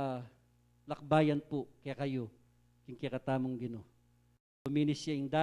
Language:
Pampanga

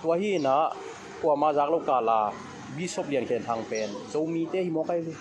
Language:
Tedim Chin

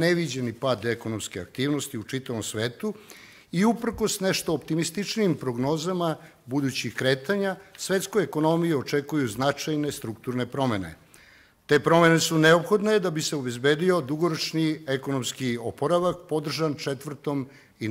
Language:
Serbian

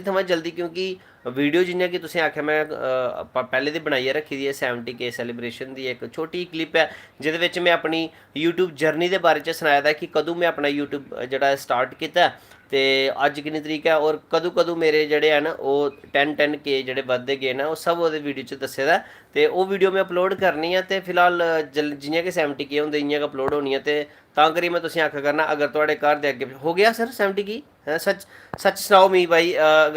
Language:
Dogri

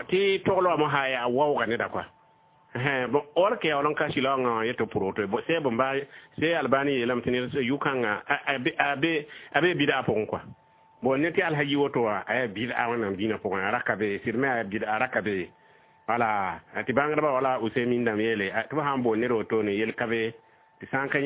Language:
Mossi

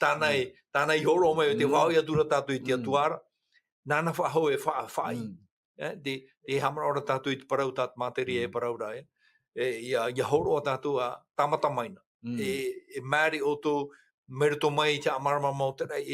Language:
Tahitian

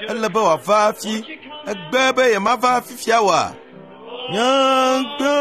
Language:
Ewe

